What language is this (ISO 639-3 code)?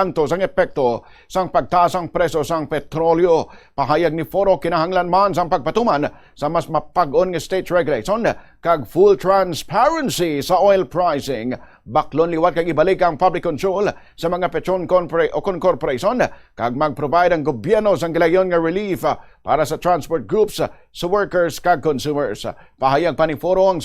hil